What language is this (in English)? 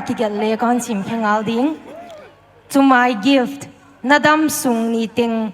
Paite Chin